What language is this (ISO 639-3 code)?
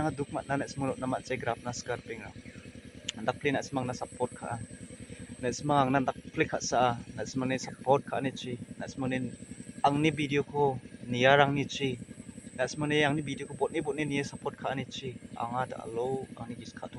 grt